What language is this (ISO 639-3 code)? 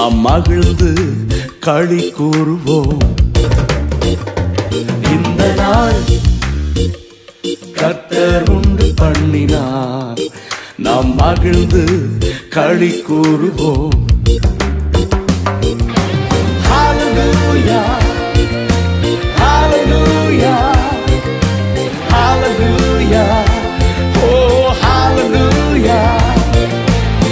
tam